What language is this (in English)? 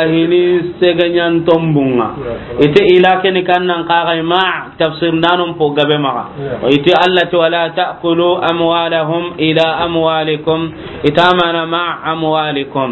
Soninke